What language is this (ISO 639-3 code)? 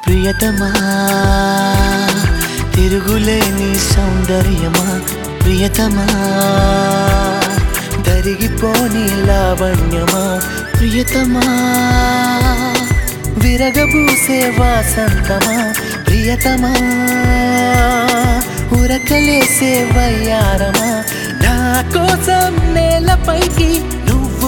tel